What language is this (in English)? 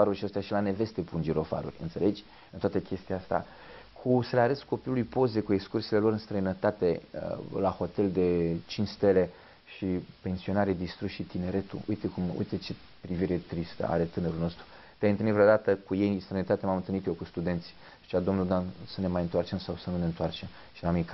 Romanian